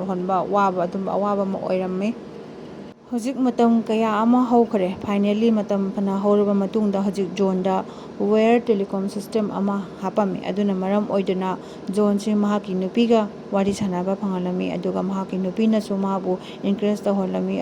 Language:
Manipuri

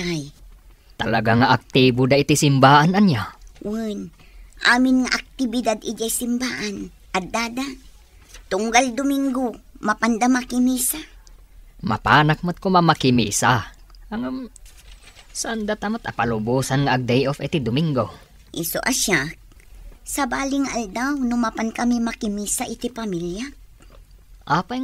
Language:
Iloko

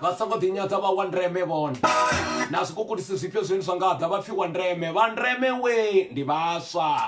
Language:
Venda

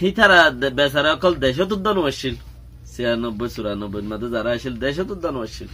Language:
Rohingya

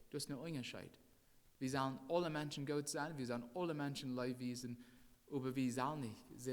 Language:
Plautdietsch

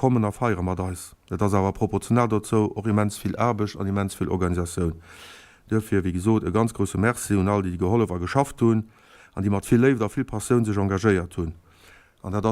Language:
Luxembourgish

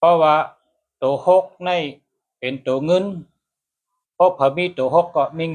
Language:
Shan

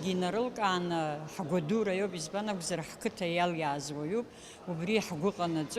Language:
Abkhazian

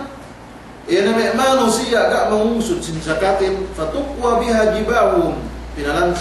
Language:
Yakan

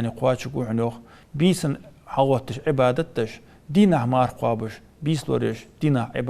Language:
Ingush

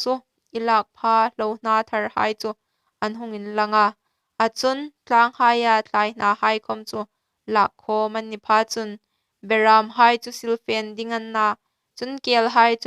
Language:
Hmar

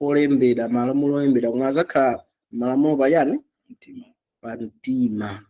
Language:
Nyanja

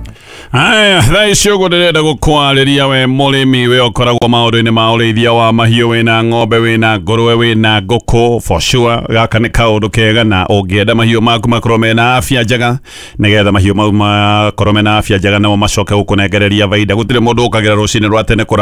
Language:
Kikuyu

